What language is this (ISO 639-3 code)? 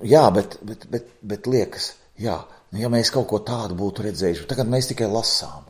lav